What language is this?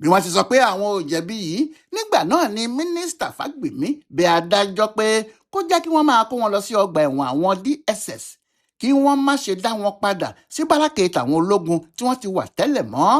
Yoruba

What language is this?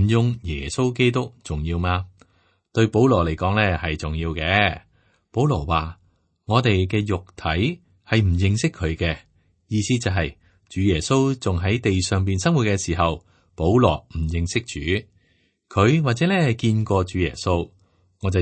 Cantonese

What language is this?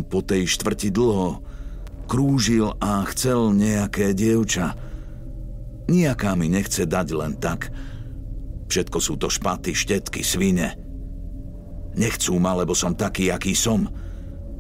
Slovak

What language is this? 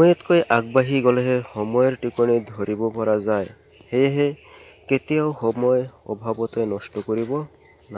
Assamese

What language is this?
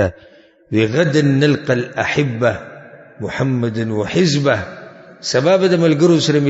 Pashto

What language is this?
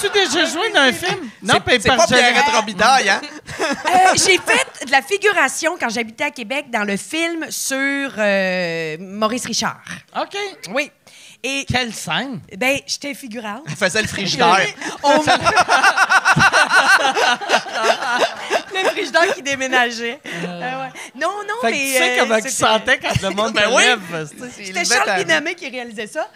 French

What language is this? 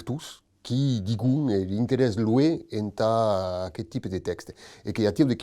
Occitan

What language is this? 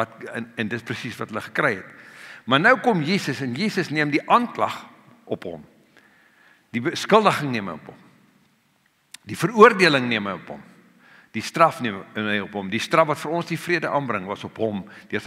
Afrikaans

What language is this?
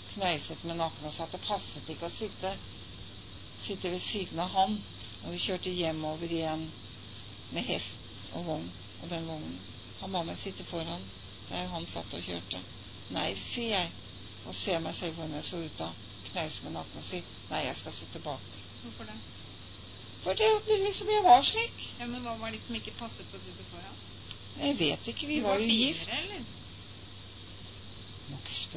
Norwegian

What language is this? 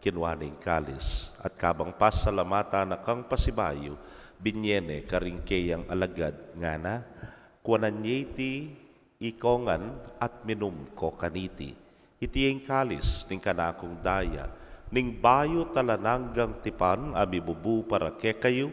Pampanga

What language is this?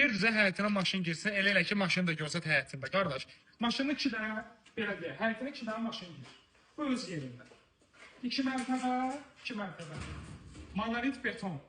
Azerbaijani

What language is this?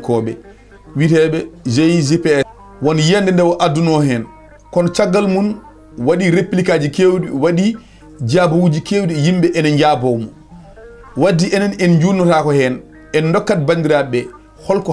Fula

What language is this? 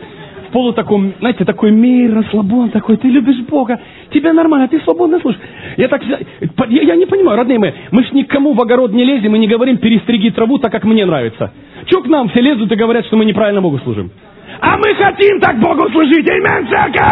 Russian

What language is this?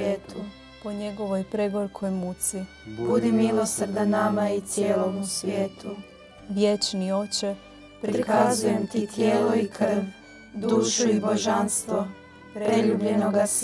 Croatian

